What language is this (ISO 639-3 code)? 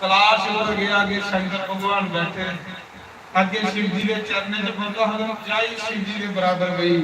doi